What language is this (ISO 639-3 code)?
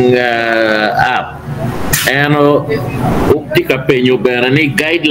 ach